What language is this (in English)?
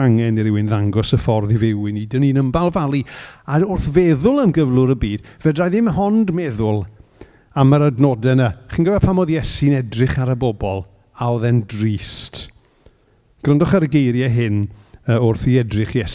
Welsh